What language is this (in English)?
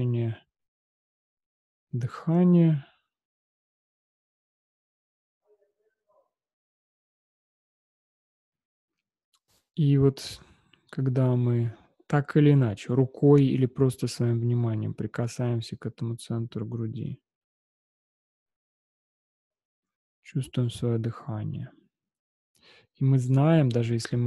Russian